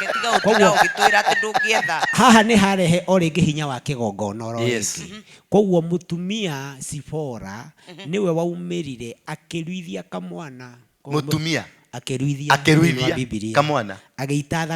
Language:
Kikuyu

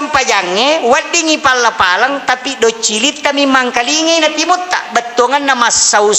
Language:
Buginese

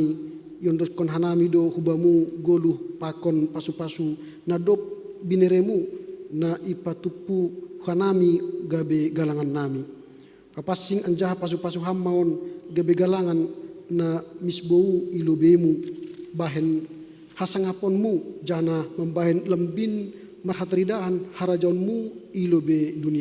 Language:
Batak Simalungun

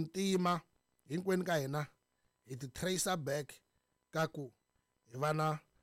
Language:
Tsonga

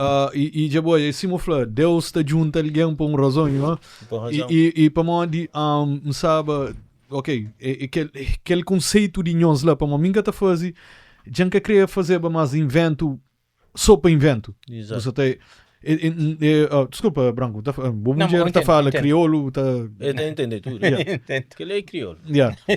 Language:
Kabuverdianu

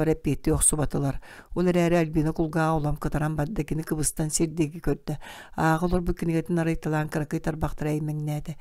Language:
Yakut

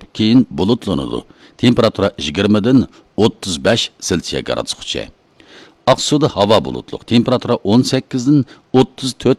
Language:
Uyghur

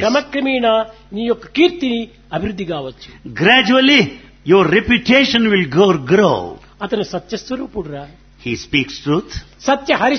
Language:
Telugu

